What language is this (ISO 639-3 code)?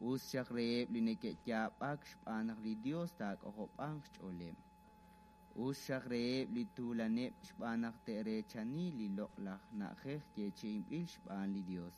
kek